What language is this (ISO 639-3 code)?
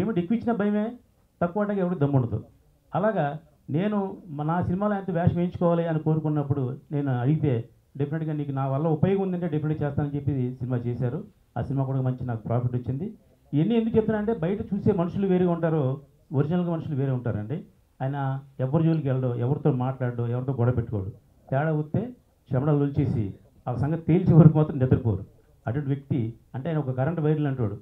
tel